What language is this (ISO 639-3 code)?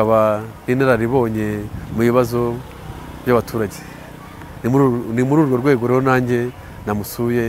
kin